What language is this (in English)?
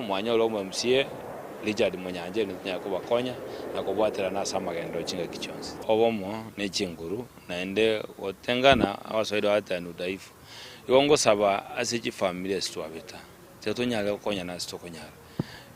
Gusii